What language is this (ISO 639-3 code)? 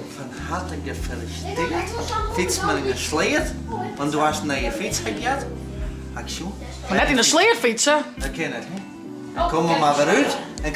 fry